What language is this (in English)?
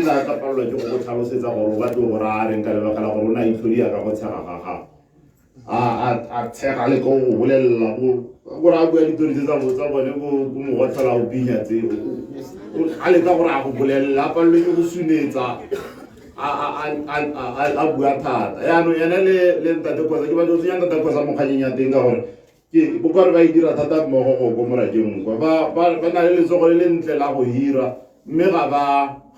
Tswana